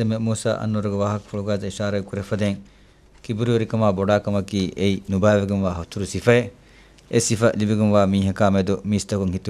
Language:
Divehi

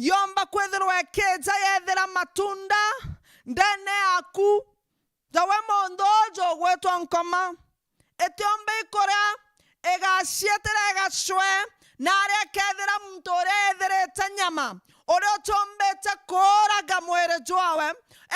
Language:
Meru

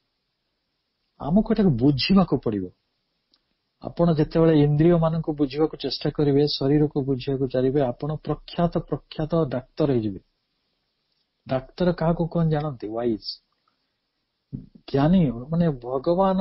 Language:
Odia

